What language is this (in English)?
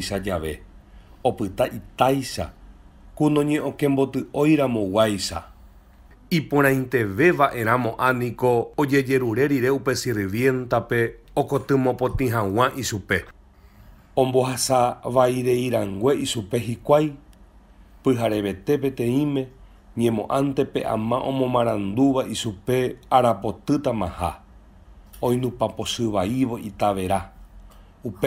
Guarani